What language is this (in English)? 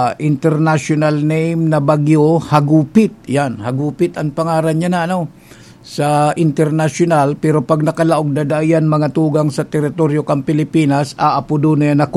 Bikol